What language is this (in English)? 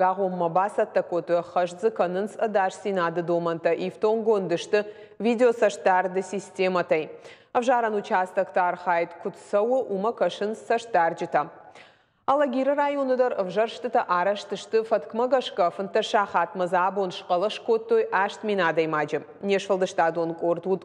Ossetic